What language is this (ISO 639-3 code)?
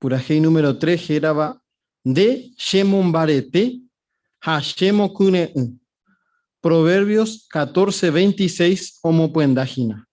grn